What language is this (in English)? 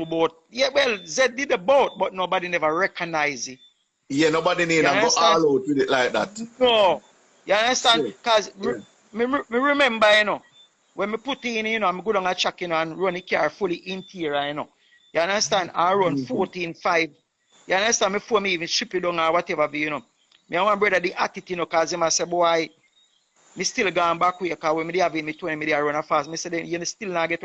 Jamaican Creole English